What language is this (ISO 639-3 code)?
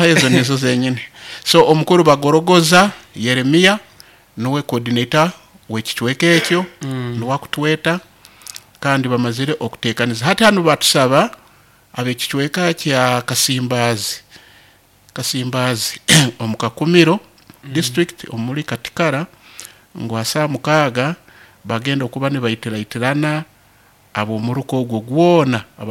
nyo